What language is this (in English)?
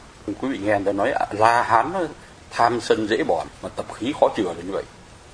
Vietnamese